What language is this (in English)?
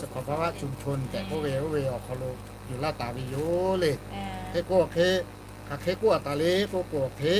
Lahu